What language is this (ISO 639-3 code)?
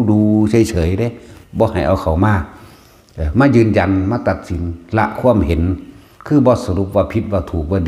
tts